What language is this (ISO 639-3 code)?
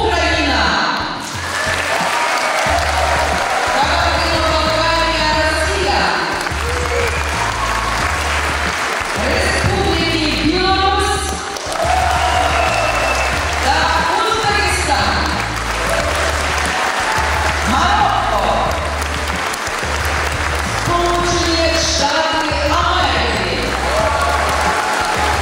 ukr